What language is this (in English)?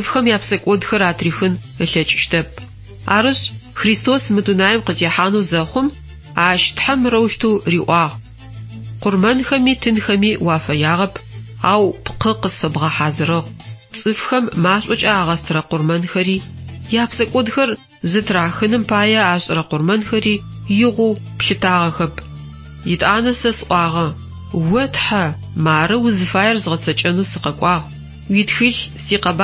Adyghe